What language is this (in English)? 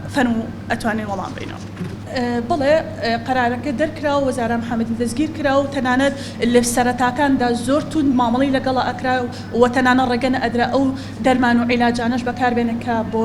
Central Kurdish